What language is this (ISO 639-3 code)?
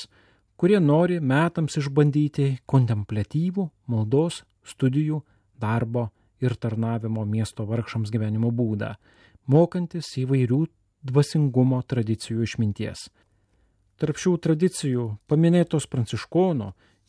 lit